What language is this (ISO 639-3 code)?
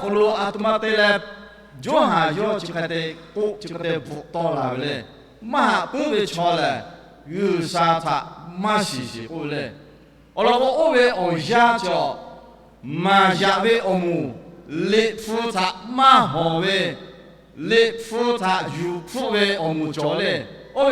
lhu